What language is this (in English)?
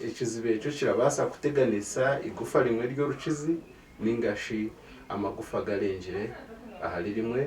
Nyankole